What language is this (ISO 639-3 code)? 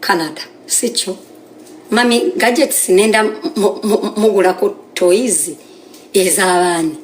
lug